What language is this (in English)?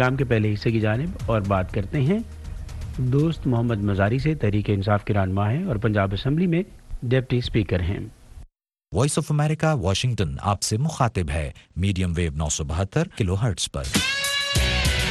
Urdu